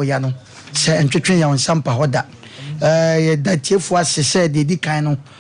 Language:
Akan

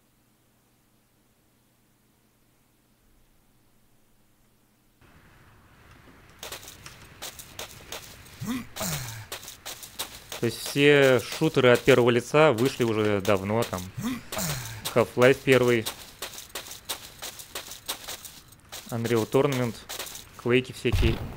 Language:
Russian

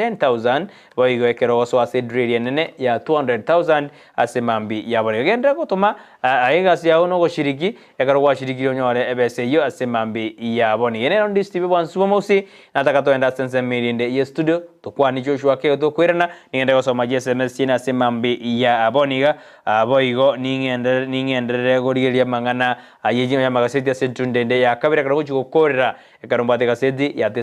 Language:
Gusii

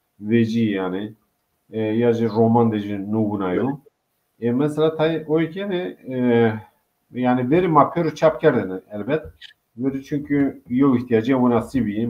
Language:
Zaza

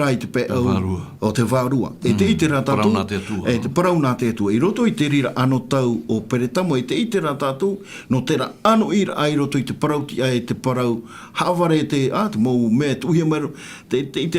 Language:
Tahitian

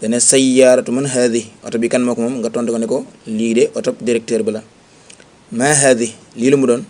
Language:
Wolof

